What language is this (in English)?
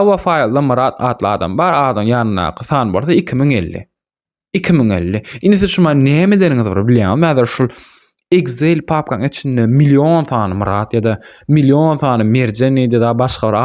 Turkmen